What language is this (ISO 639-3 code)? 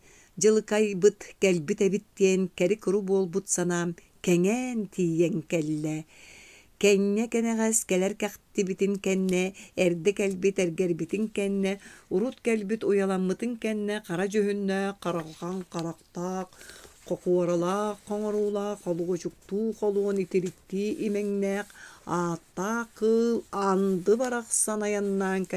sah